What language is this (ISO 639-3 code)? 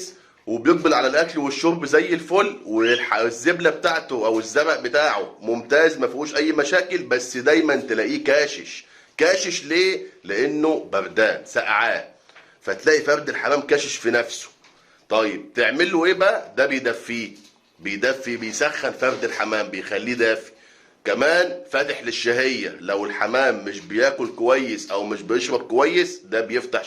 arz